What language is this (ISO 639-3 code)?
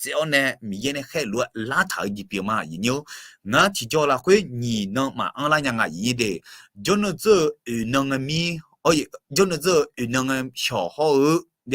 ahk